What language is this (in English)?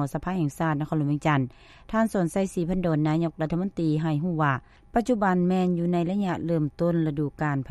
Lao